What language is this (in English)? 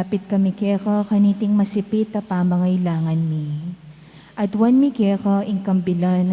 Pampanga